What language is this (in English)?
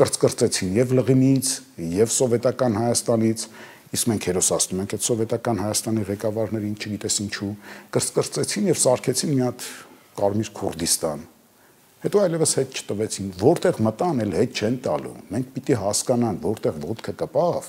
Armenian